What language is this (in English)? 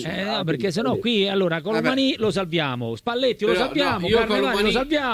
Italian